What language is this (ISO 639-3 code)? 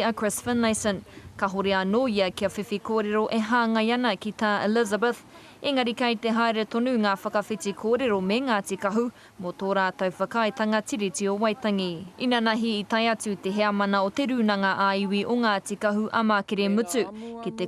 mri